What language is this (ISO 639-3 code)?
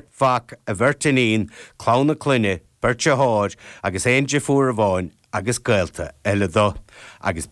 gle